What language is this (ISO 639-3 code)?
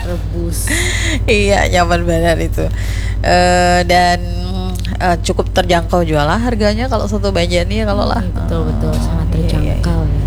bjn